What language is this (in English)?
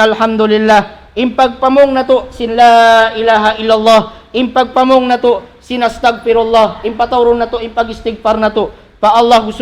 Tausug